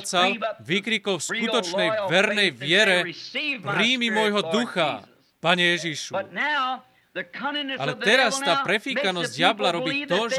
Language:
Slovak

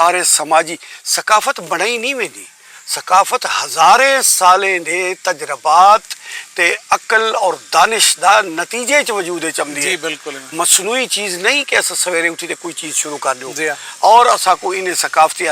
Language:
Saraiki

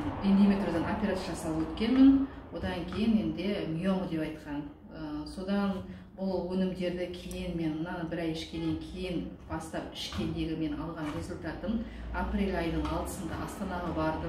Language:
Kazakh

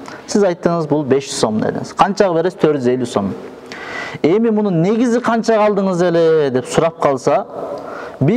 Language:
Kyrgyz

